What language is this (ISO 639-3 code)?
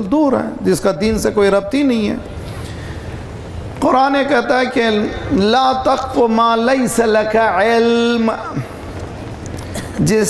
urd